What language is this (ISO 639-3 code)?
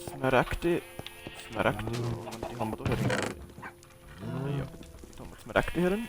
bar